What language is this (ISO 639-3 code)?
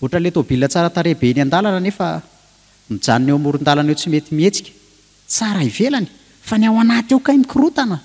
mlg